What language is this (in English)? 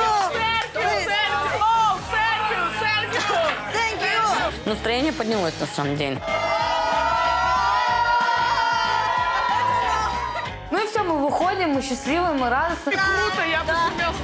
Russian